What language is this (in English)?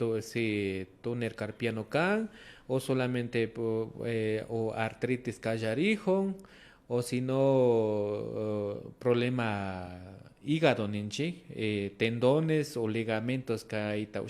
Imbabura Highland Quichua